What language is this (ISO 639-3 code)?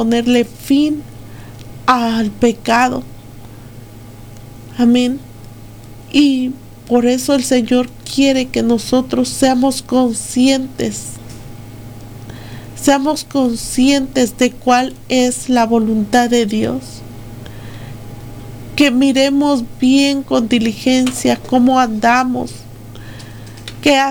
spa